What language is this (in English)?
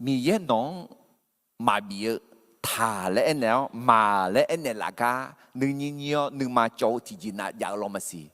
Akha